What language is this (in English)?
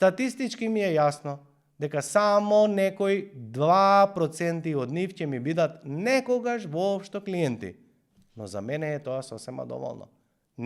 Macedonian